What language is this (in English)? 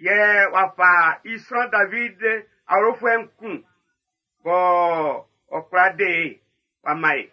Baoulé